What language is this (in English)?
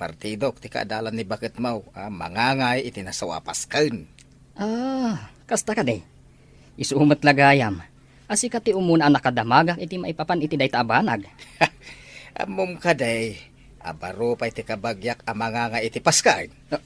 Iloko